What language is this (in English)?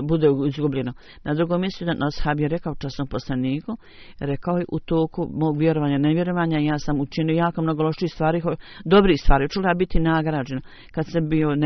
Bosnian